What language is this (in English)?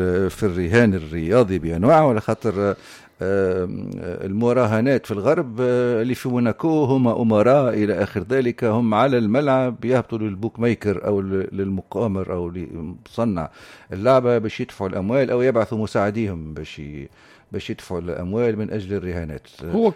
Tunisian Arabic